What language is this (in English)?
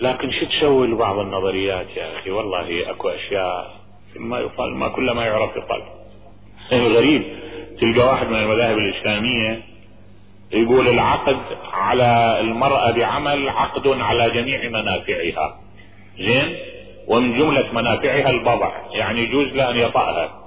Mesopotamian Arabic